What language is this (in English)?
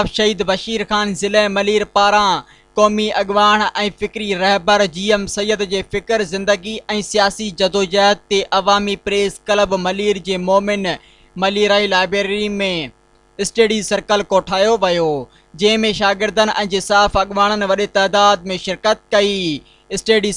Sindhi